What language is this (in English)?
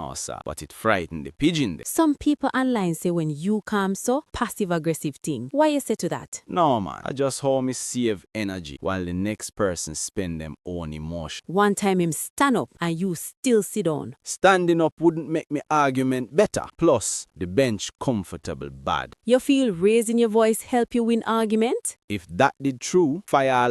Jamaican Creole English